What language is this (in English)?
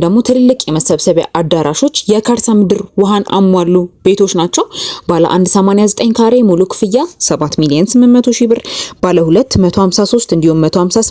Amharic